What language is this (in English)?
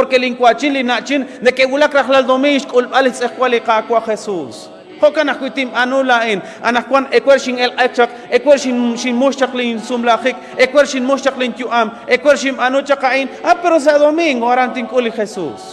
Kekchí